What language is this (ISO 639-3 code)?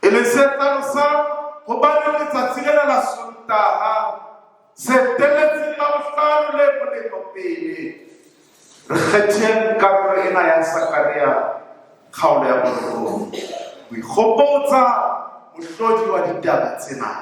sot